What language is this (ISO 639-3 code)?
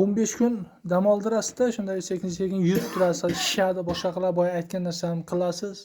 uzb